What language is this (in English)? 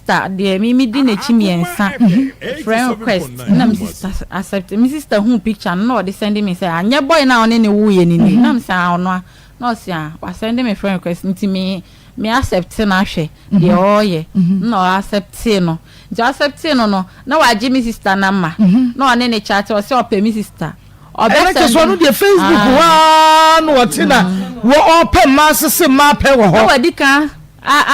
Akan